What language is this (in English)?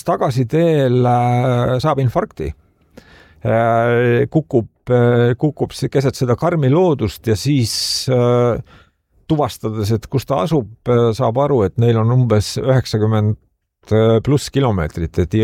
Estonian